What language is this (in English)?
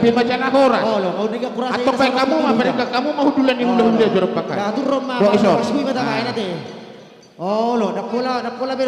Batak Karo